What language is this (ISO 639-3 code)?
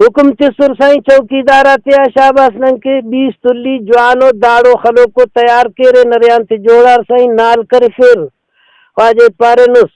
brh